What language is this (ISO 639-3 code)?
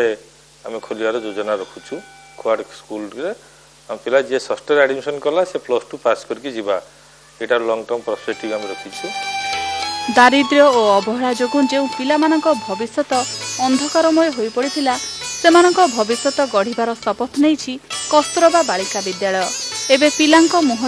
ori